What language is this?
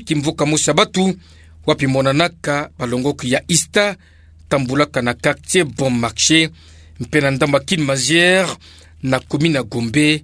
Kituba (Democratic Republic of Congo)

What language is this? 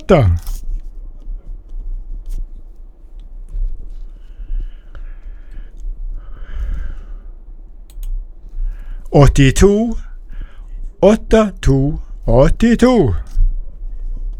Norwegian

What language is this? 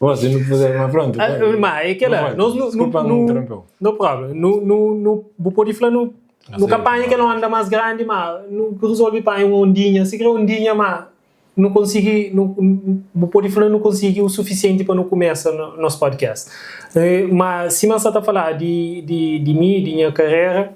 Kabuverdianu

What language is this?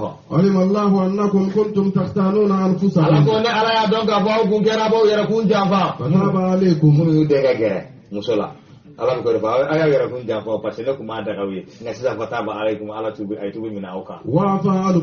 Bambara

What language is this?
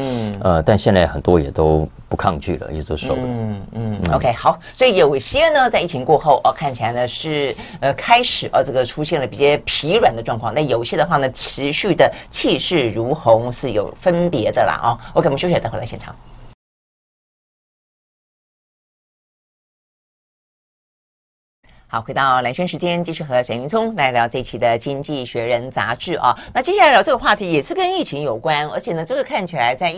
Chinese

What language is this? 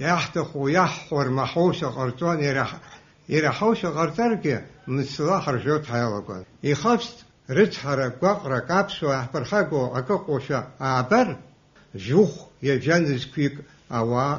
Abkhazian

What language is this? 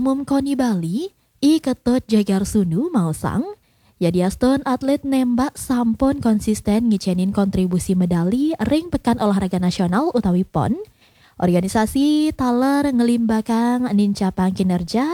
Balinese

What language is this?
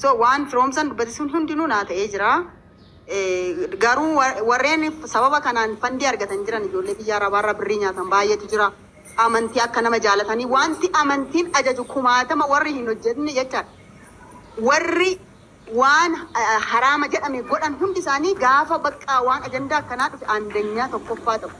Oromo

